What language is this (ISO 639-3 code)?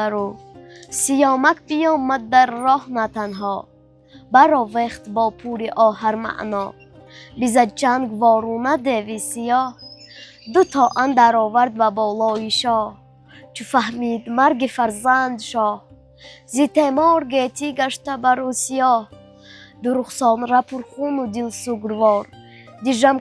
tgk